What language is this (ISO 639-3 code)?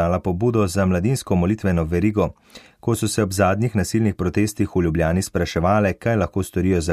slv